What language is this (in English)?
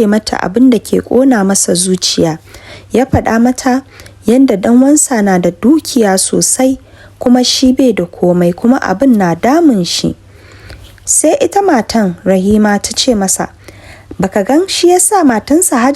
Hausa